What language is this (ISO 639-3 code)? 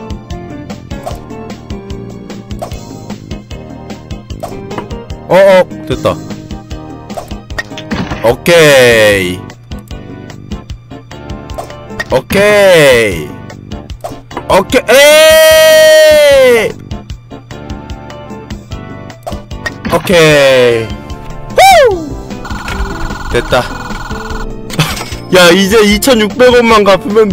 kor